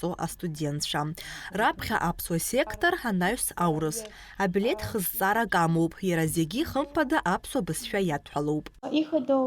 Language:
Abkhazian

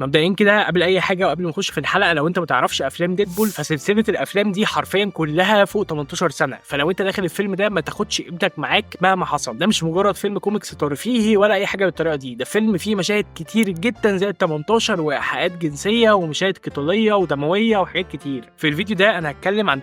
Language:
Egyptian Arabic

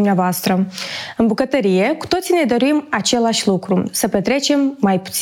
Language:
Romanian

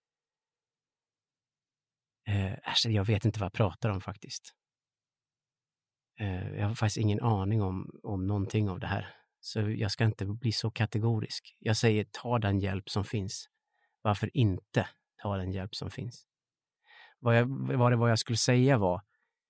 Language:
Swedish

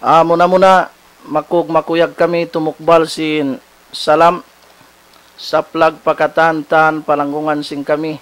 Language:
Tausug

